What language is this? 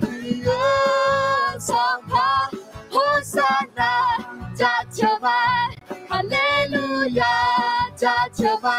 Akha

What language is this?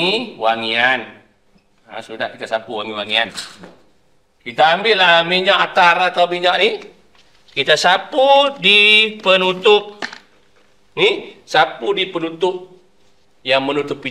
Malay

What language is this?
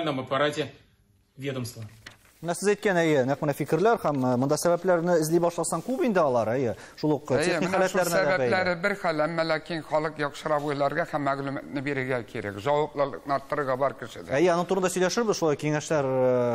Tatar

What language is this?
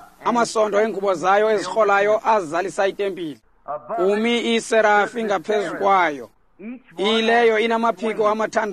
Xhosa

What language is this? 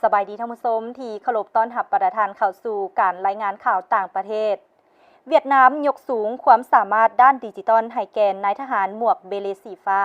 Lao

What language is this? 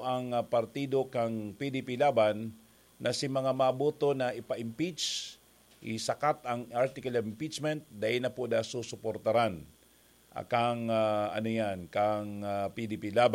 Bikol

